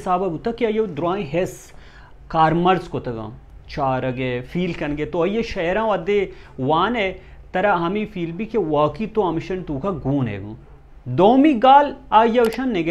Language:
Baluchi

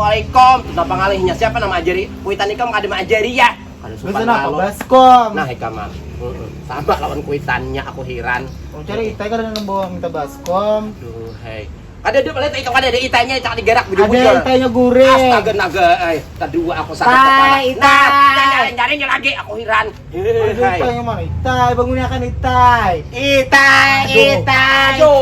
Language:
Banjar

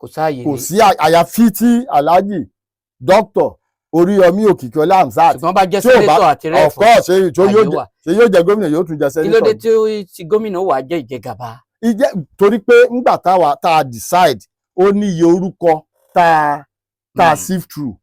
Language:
Yoruba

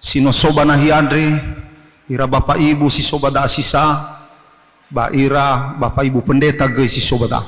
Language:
Nias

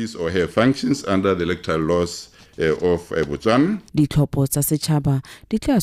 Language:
Tswana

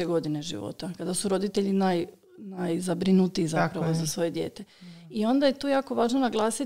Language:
Croatian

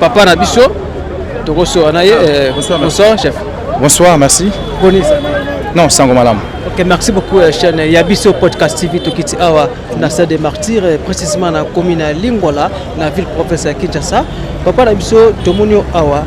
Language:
Lingala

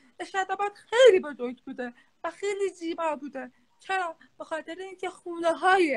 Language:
Persian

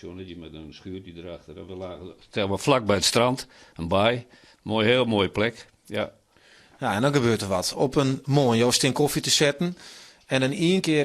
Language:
Western Frisian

